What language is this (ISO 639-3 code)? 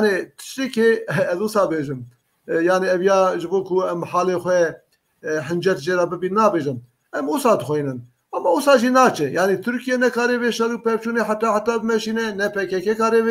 kur